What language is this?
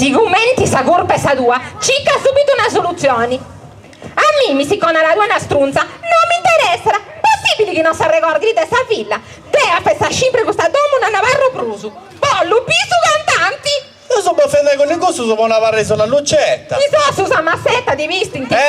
Sardinian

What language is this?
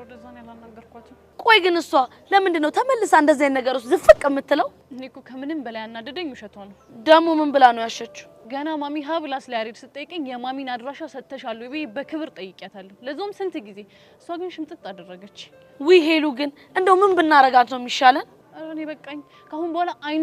Amharic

